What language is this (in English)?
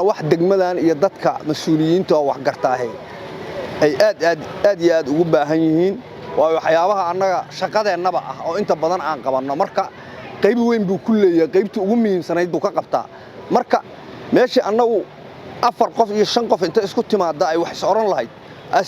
Somali